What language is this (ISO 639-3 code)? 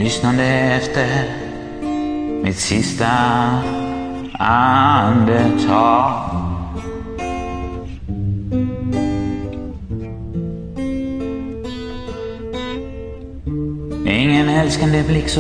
swe